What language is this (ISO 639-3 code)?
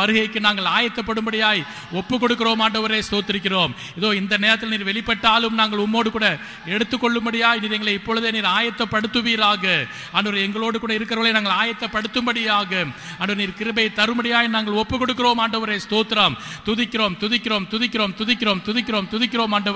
tam